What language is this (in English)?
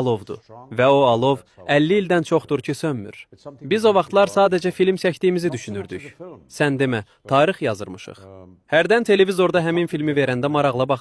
Azerbaijani